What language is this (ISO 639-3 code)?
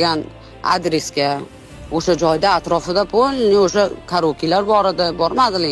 uzb